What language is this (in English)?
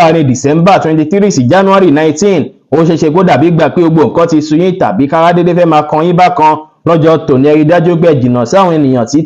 Yoruba